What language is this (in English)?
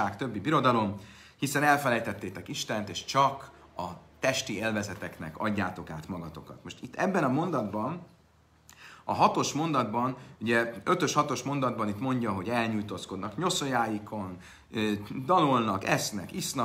Hungarian